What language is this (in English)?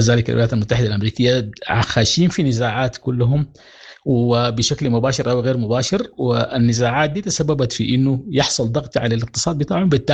Sudanese Arabic